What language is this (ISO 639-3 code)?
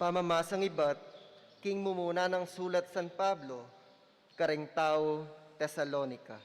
pam